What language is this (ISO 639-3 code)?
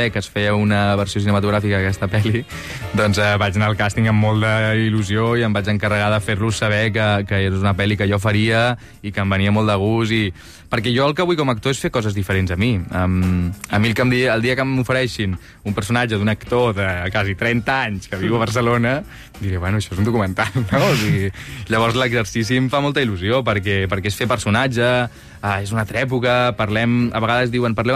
cat